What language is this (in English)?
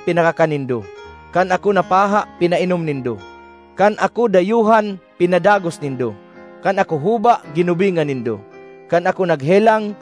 Bikol